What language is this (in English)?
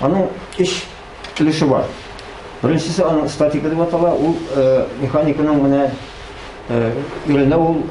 Tatar